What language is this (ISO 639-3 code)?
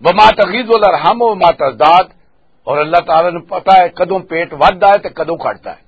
lah